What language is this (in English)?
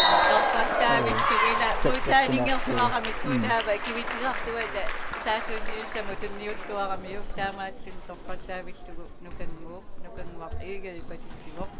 Kalaallisut